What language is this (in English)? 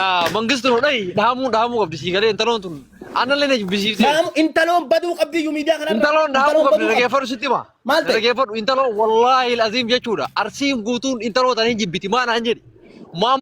Oromo